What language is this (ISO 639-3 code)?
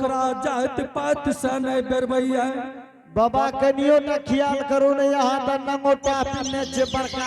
anp